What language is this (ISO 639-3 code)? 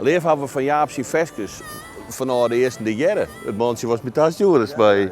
fry